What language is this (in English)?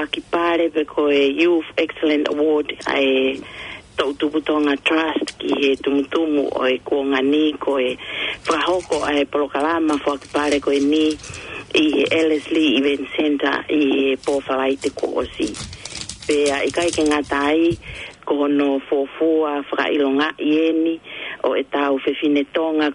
Tongan